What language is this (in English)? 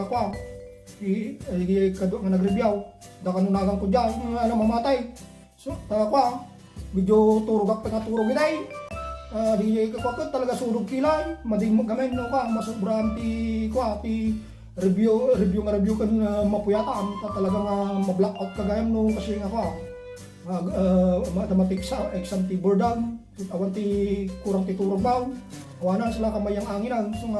Iloko